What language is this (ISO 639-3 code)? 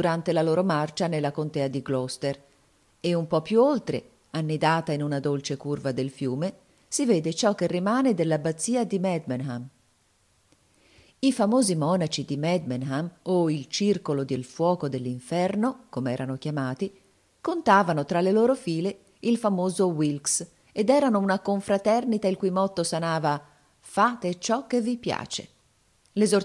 ita